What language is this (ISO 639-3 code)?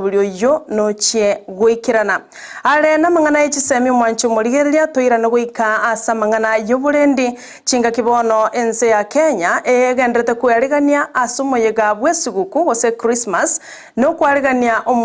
guz